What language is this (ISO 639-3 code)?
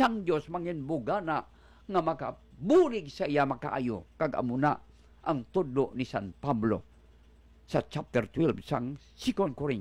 hil